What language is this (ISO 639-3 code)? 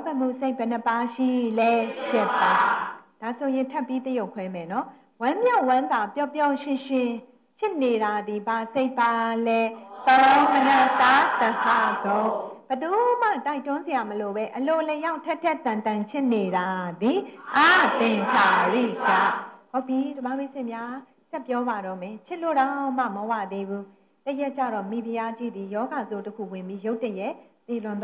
mya